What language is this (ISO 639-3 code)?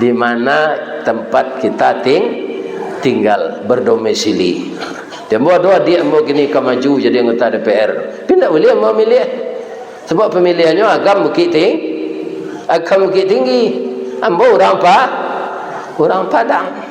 min